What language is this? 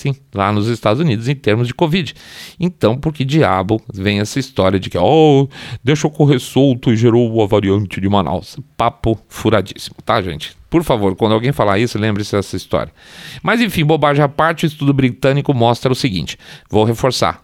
Portuguese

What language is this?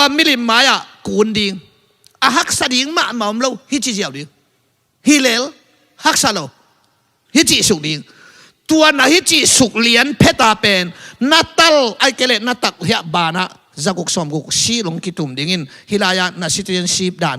Tedim Chin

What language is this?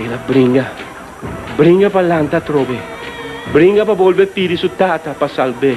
Papiamento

